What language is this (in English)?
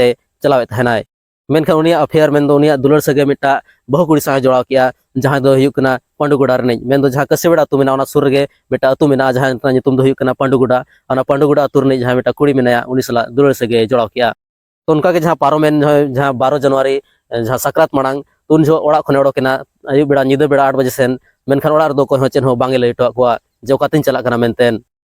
Santali